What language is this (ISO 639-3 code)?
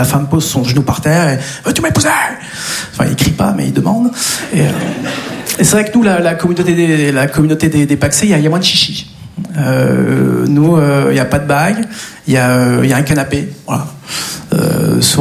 fra